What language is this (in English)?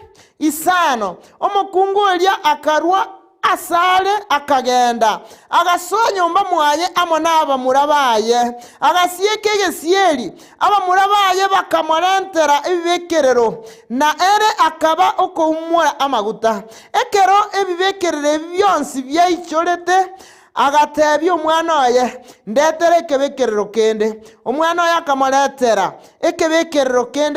Gusii